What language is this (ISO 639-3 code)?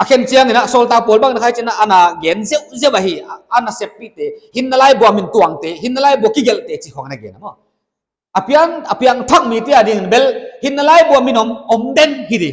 pck